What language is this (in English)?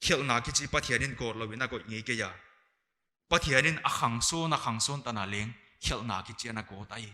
Paite Chin